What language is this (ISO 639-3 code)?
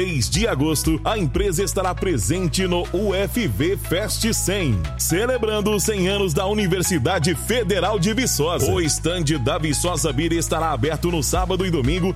por